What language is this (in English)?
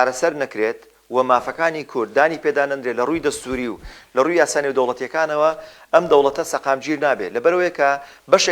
Central Kurdish